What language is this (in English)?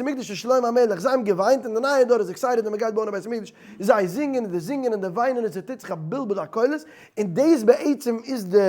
Yiddish